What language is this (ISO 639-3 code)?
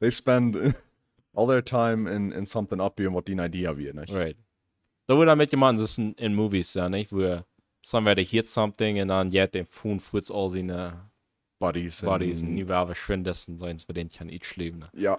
pdt